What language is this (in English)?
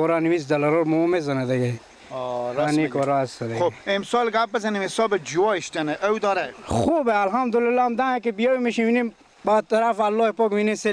Persian